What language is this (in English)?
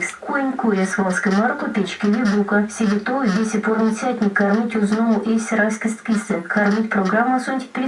Erzya